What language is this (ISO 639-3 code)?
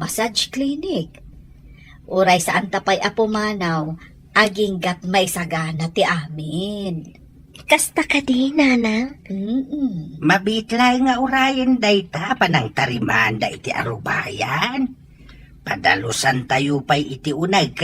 ilo